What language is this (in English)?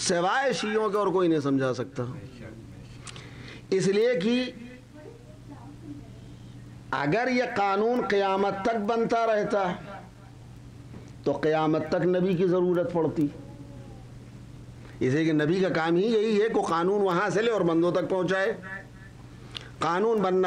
Urdu